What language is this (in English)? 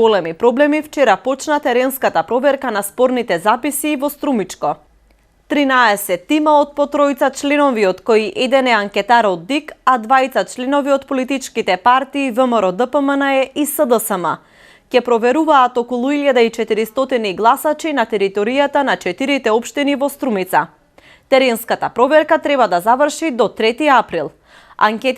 Macedonian